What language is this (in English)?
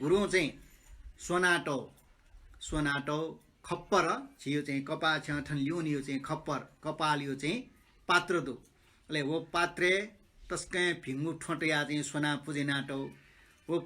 Newari